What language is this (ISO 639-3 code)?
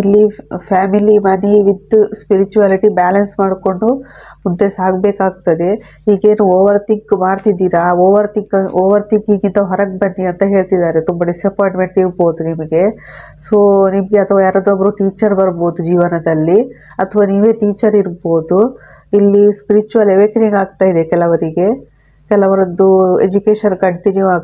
kan